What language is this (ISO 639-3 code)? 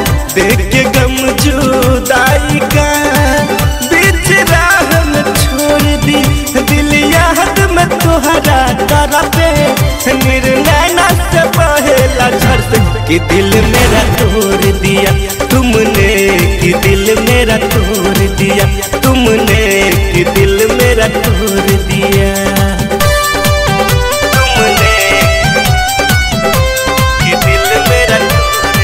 bho